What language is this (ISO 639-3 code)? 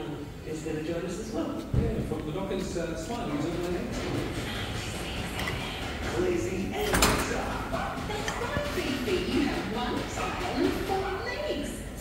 eng